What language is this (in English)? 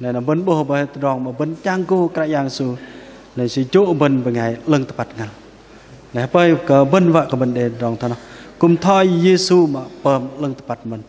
Bahnar